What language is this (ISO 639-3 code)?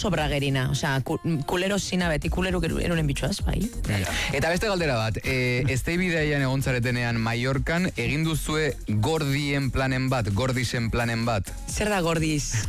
eus